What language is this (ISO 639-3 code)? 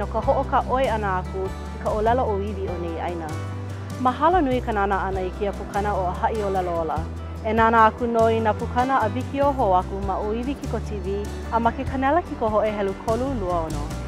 haw